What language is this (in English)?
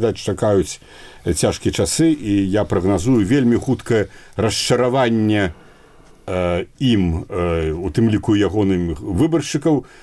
Belarusian